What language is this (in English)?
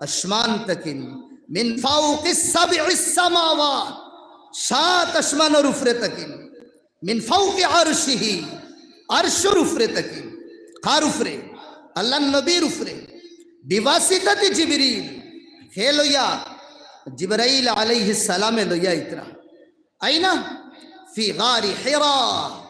Sylheti